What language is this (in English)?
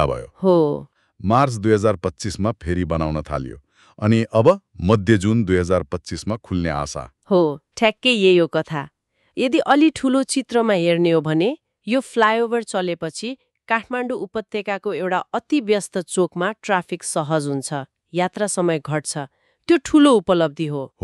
Nepali